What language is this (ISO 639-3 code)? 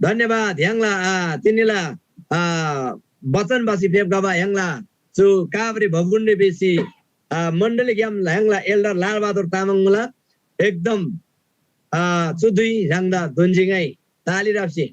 taj